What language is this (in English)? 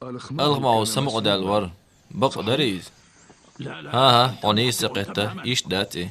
Chechen